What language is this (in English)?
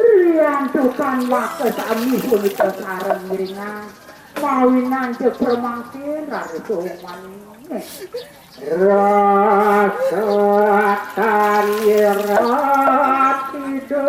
Balinese